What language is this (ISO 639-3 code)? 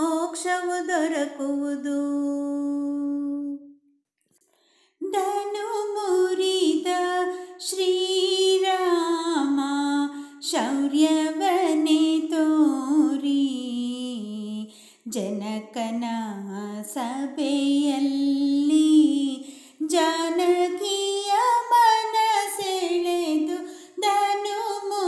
kan